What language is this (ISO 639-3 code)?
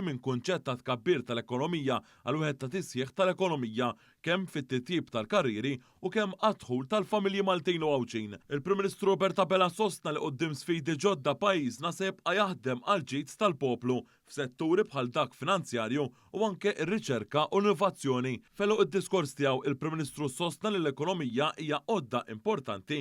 mlt